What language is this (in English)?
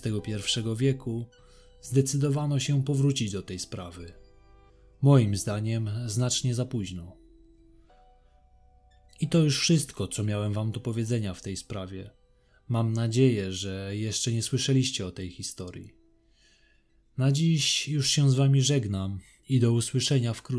Polish